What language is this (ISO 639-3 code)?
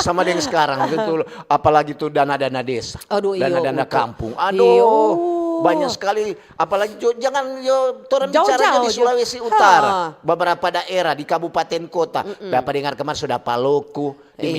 xmm